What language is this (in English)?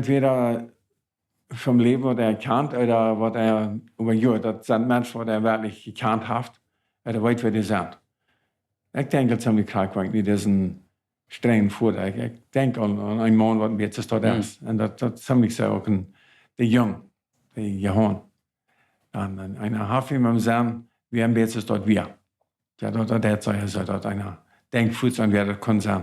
Plautdietsch